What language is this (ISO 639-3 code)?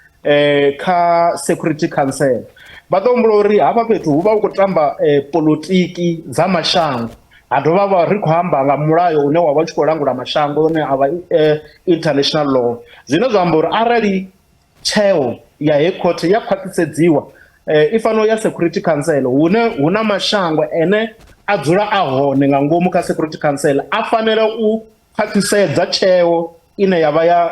ven